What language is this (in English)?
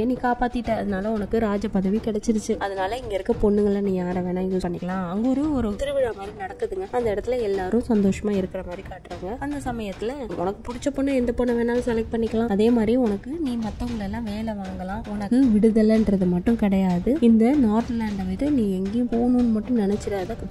Tamil